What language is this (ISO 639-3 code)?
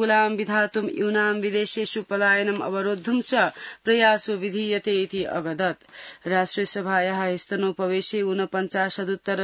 san